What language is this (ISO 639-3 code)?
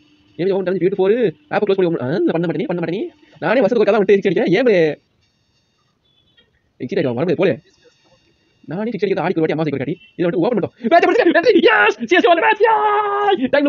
tam